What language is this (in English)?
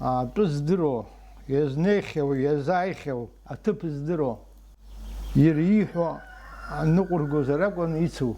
Abkhazian